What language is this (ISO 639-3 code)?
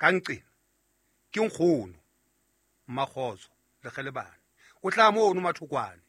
sot